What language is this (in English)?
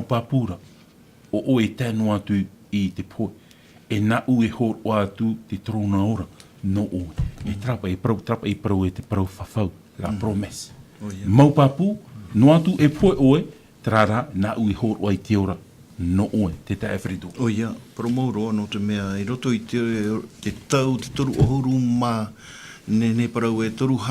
Tahitian